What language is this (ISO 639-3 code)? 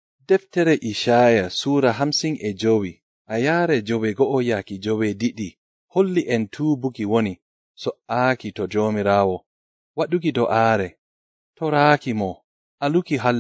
fuv